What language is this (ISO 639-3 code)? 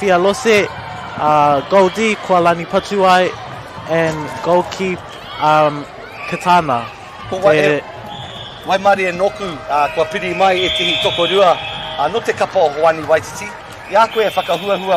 mri